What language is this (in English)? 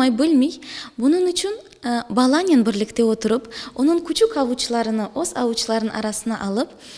Crimean Tatar